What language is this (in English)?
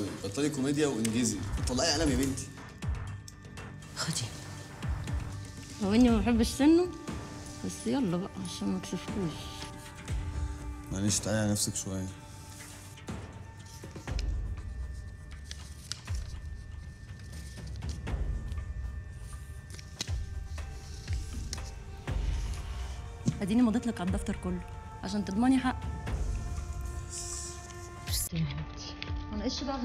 Egyptian Arabic